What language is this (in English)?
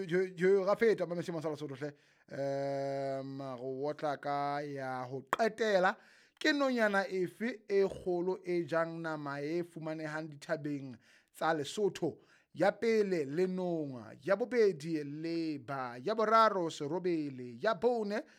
Southern Sotho